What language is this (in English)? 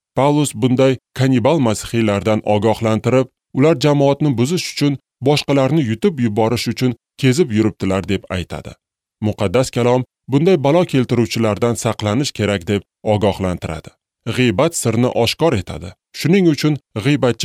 Uzbek